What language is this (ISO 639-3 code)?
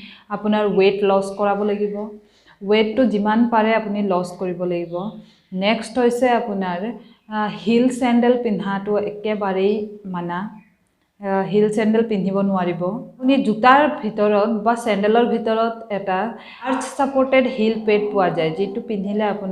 asm